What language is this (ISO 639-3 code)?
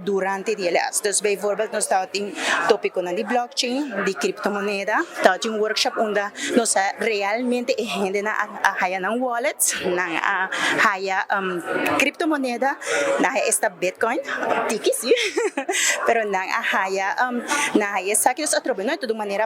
pap